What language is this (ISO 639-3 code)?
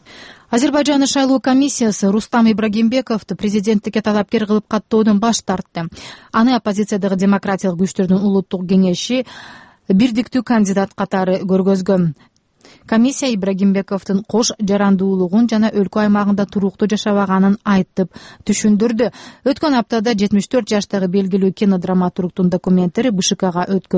kir